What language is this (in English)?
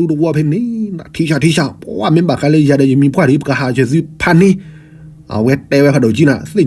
S'gaw Karen